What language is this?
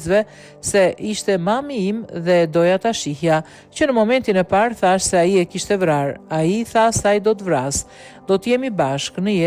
Albanian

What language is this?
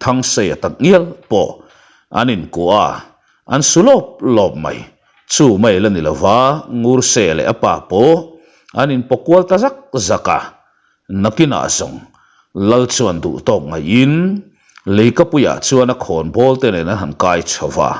Mizo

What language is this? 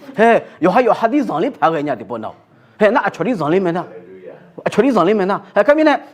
Akha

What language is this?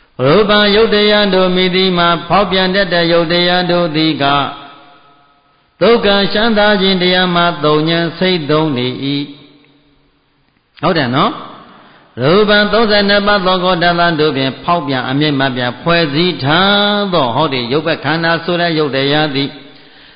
Burmese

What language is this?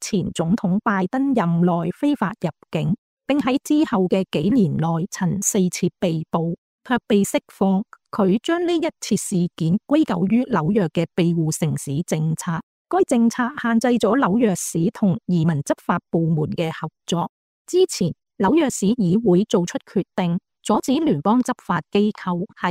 Cantonese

